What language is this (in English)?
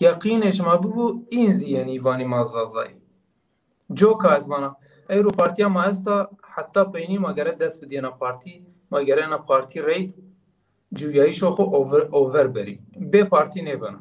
Zaza